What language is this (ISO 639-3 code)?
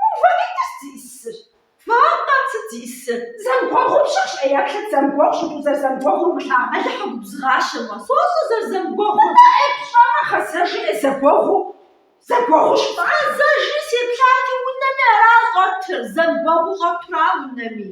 kbd